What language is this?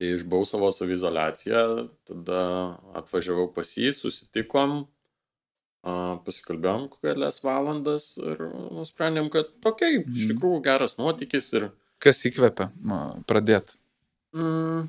Lithuanian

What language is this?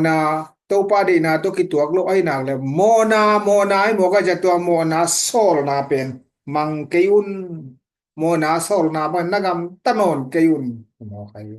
Tedim Chin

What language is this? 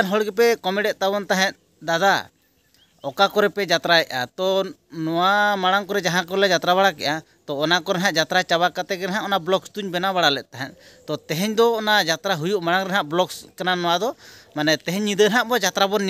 Santali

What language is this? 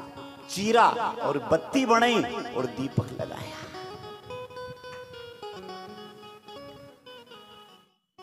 Hindi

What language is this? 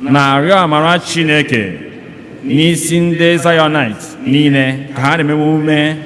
Igbo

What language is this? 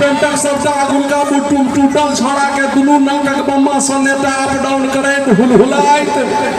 Maithili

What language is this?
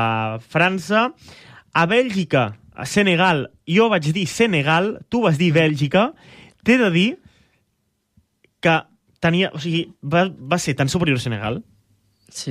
Catalan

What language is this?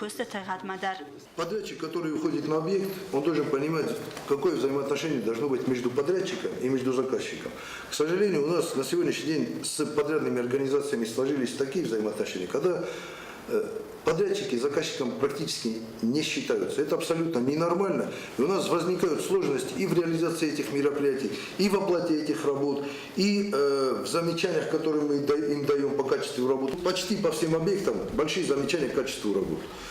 Ossetic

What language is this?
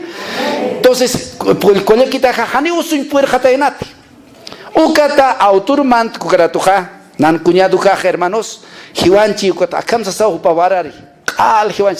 Aymara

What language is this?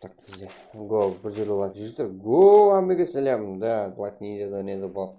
Kara-Kalpak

